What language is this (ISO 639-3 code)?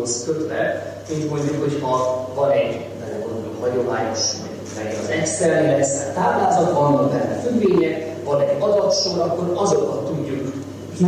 hun